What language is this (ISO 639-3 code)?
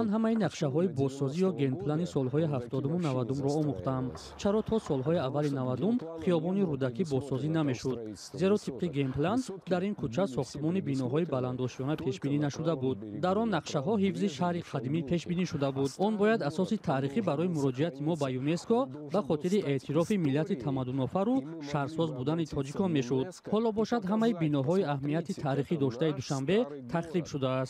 tgk